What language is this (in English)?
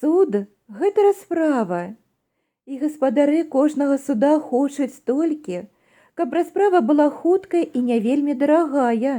Belarusian